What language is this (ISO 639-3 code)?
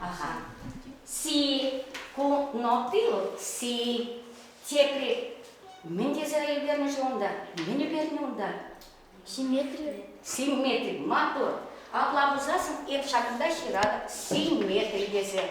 chv